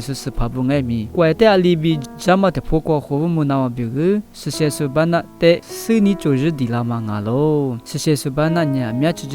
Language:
Lisu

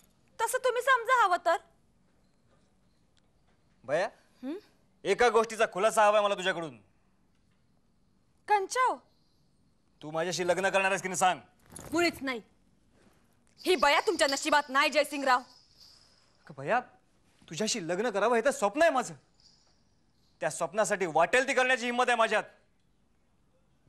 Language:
Marathi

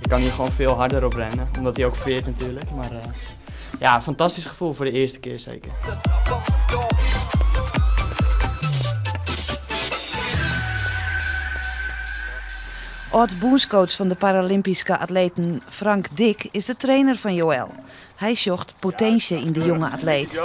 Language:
Western Frisian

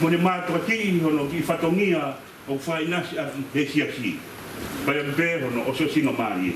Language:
Tongan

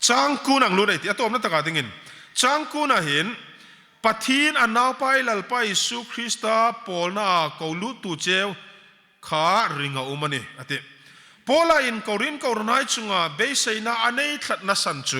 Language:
Hmar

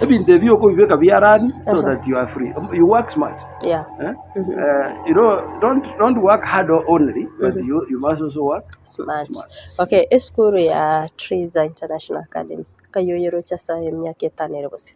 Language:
Gusii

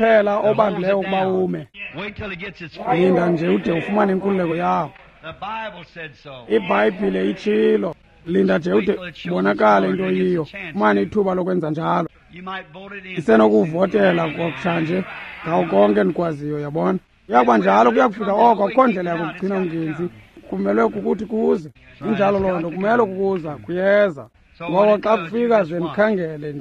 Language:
Xhosa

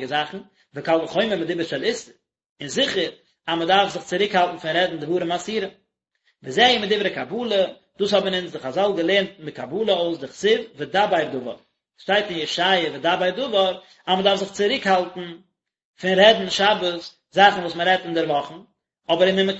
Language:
Yiddish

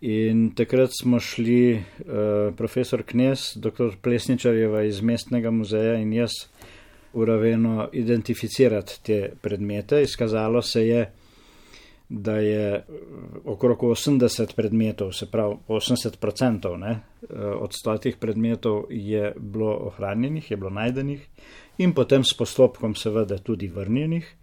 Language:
Slovenian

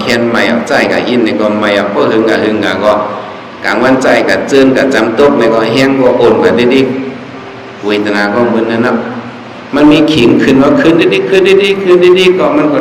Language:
Shan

